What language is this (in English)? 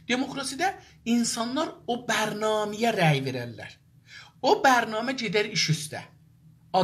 South Azerbaijani